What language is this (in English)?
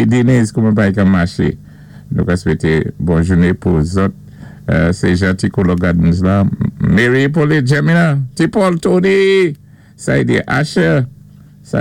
Saint Lucian Creole French